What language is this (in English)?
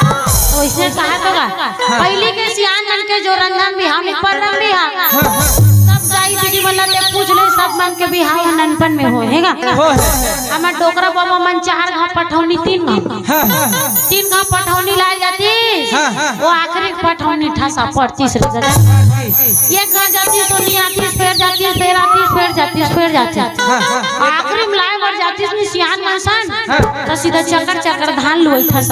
Chhattisgarhi